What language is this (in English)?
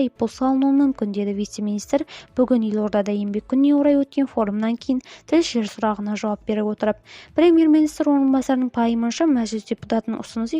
Kazakh